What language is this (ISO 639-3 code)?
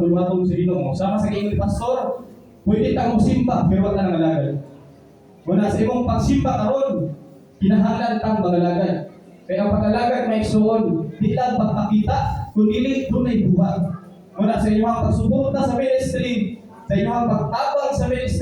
ceb